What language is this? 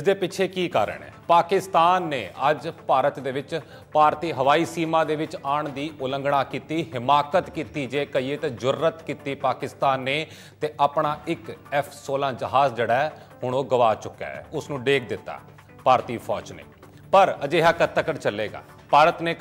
Punjabi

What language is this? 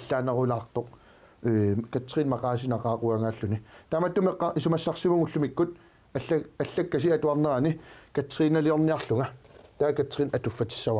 Kalaallisut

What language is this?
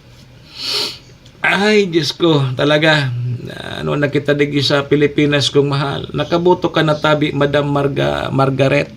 Bikol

